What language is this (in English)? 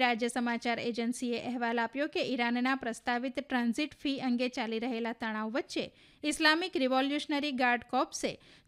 Gujarati